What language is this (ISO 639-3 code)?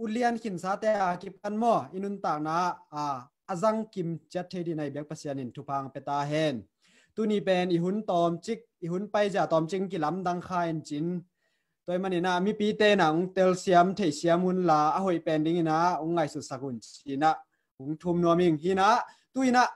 ctd